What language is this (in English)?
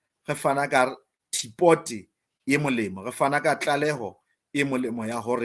Southern Sotho